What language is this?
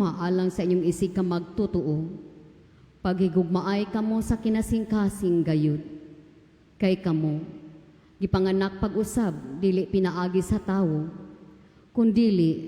Cebuano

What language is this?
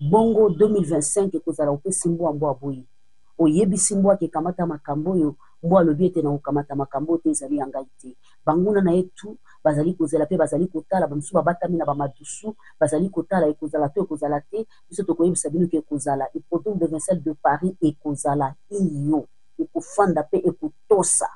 Lingala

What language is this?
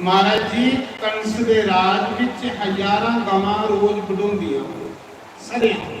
Dogri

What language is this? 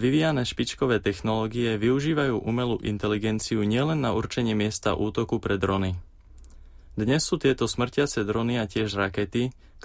Slovak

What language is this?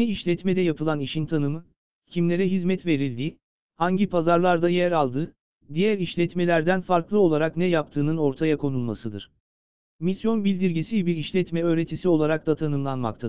Turkish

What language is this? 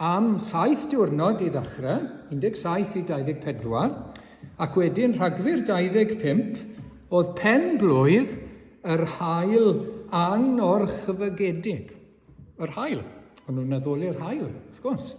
Welsh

